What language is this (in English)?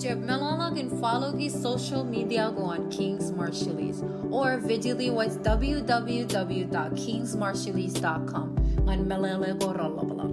Marshallese